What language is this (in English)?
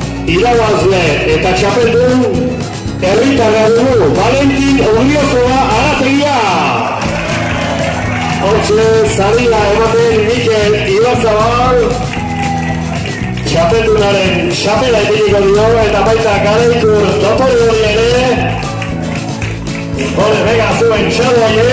Basque